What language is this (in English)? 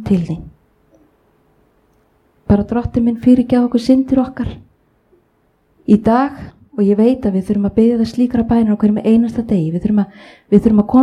Icelandic